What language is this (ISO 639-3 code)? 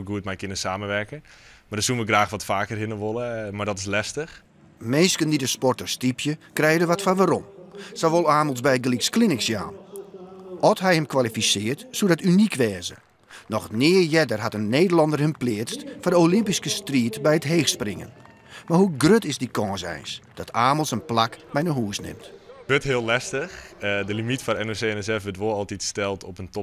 fry